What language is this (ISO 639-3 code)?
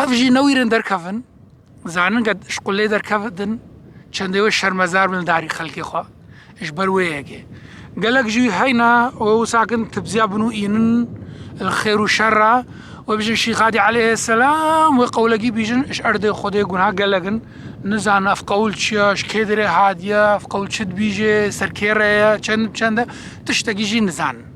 kur